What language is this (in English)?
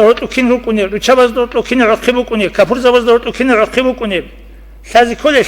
Avaric